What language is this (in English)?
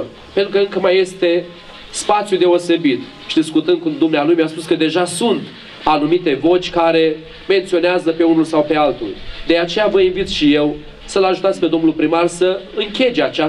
Romanian